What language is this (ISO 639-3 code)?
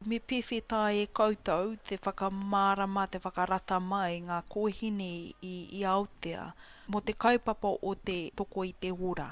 mri